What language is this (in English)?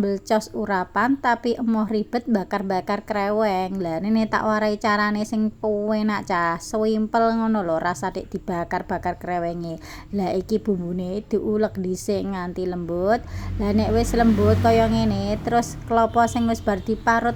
Javanese